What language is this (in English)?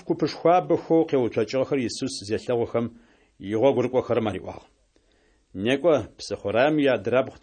Kabardian